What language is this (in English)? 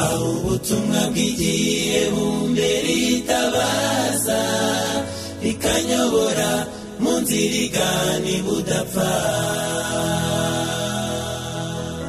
Kinyarwanda